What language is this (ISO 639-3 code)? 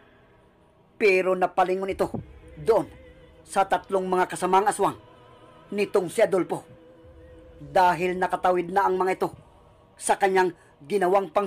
fil